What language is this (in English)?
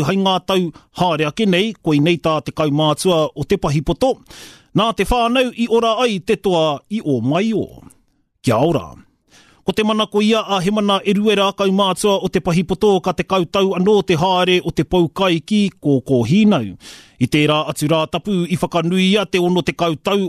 Māori